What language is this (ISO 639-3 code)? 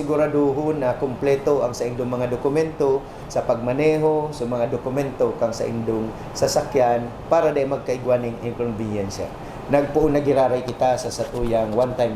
bik